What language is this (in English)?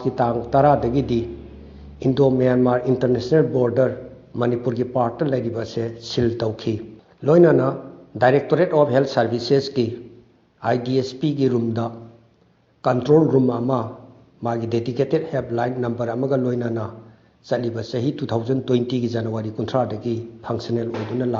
Manipuri